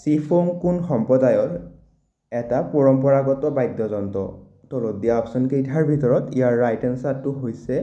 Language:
Assamese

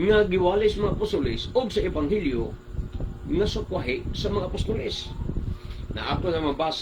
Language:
Cebuano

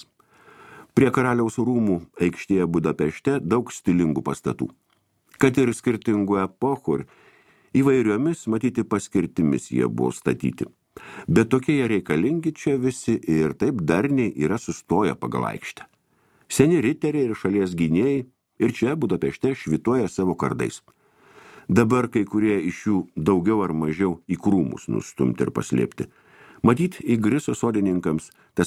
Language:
Lithuanian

